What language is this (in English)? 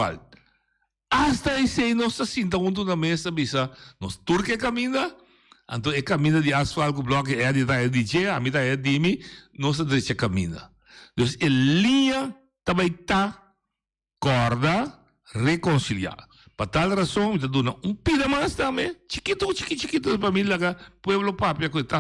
Papiamento